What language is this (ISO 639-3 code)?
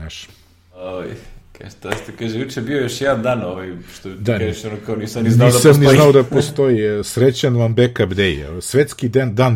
srp